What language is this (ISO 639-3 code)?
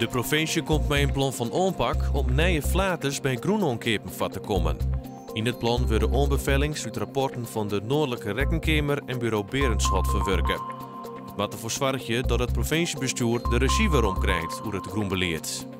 fry